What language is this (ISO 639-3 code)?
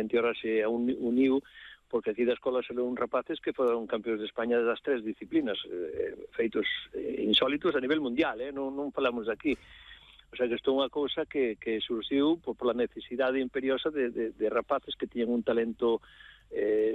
glg